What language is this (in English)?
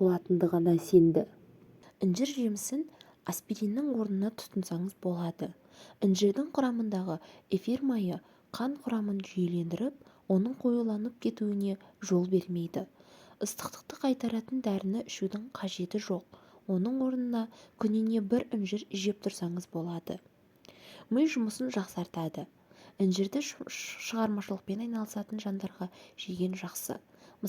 Kazakh